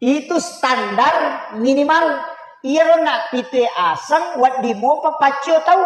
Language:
Buginese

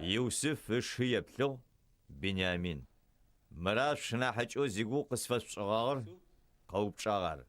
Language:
Adyghe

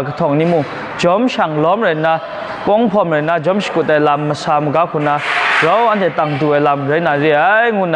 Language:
Kachin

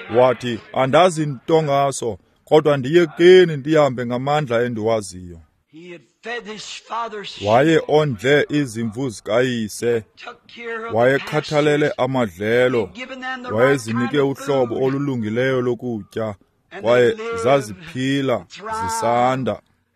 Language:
Xhosa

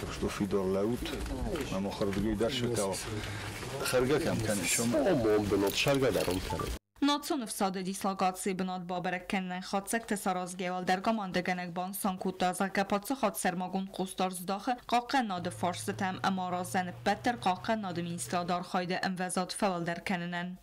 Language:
Ossetic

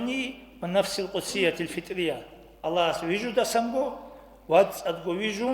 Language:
Avaric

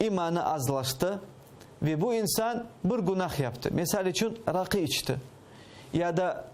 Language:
Crimean Tatar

